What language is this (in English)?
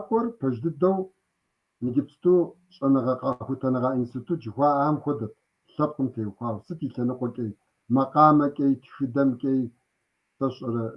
Kabardian